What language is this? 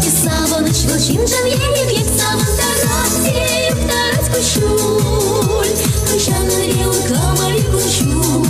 Chuvash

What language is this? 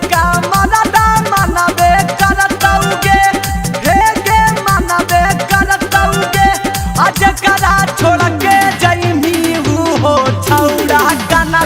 Magahi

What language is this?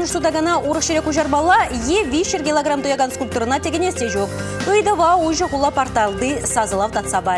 Chuvash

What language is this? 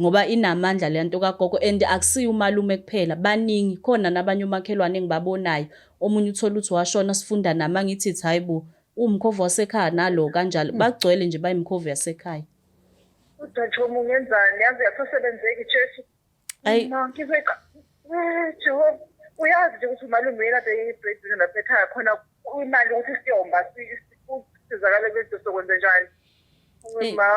Zulu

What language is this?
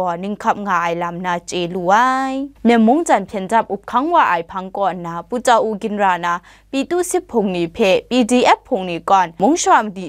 Kachin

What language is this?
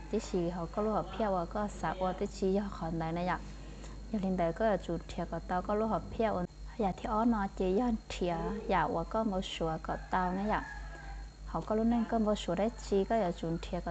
Hmong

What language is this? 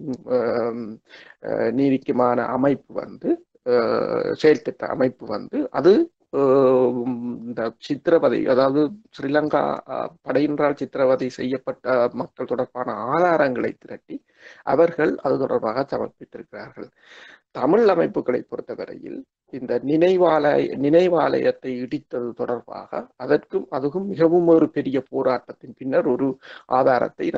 Tamil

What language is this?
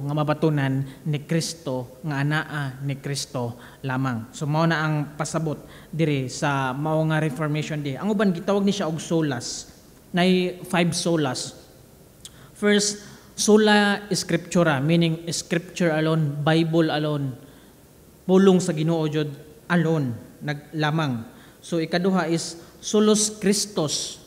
Cebuano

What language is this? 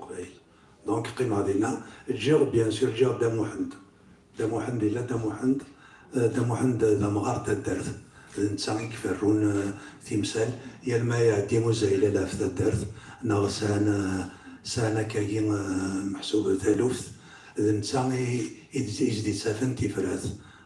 Kabyle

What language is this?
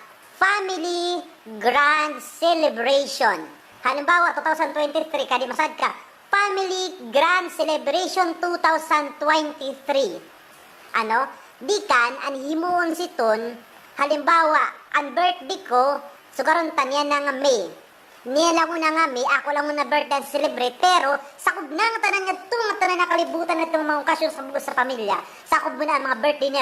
Waray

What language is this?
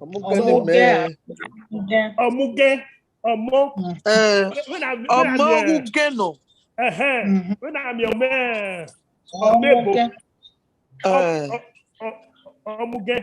Bini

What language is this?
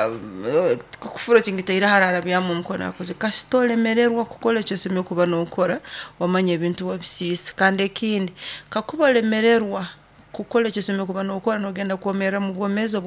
Nyoro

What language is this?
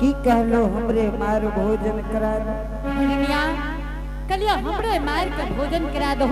Angika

